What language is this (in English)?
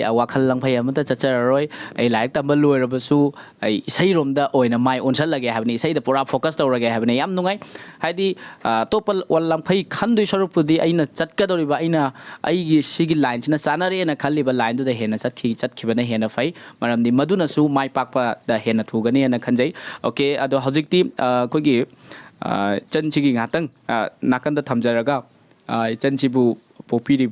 Manipuri